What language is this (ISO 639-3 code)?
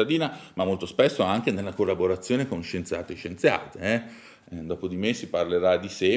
ita